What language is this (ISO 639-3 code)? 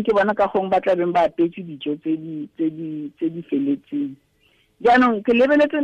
tsn